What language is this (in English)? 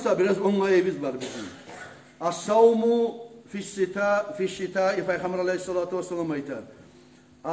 Kumyk